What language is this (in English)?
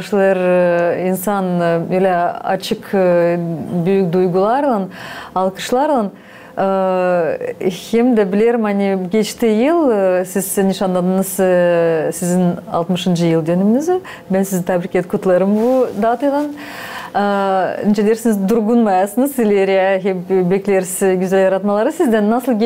Gagauz